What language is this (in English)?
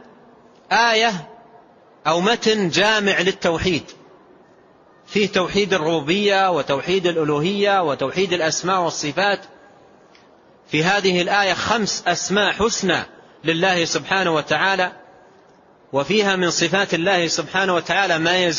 Arabic